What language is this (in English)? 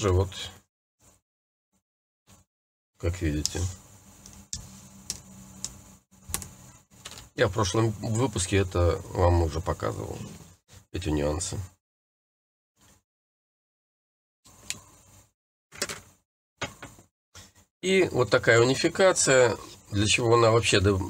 Russian